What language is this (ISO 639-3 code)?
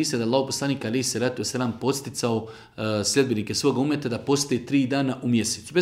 bos